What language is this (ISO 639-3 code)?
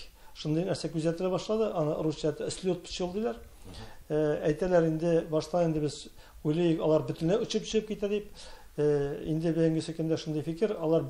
tat